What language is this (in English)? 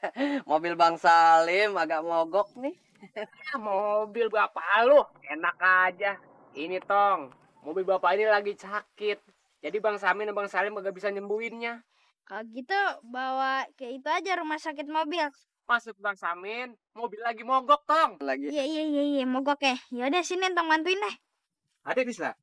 Betawi